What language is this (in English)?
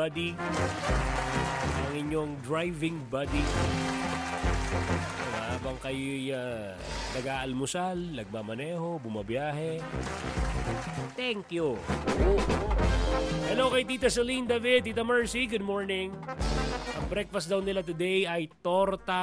Filipino